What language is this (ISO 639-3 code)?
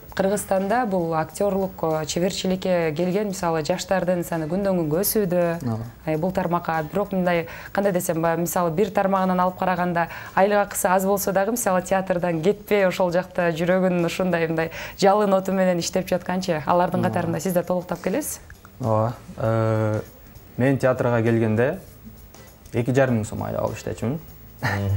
kir